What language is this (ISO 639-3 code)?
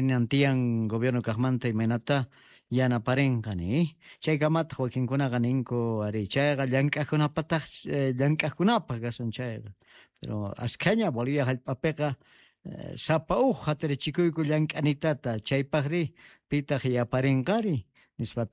quh